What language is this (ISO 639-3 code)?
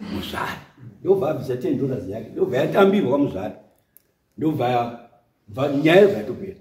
sna